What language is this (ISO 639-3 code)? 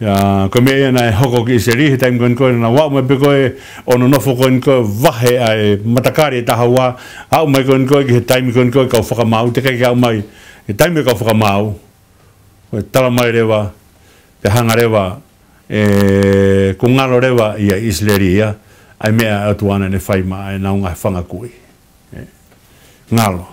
ton